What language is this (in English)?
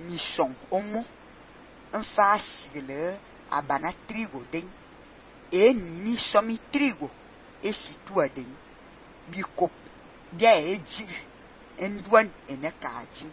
Fang